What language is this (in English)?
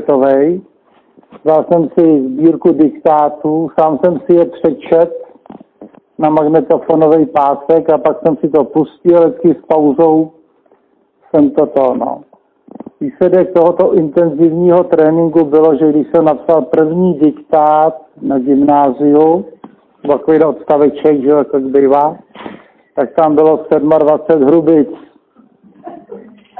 Czech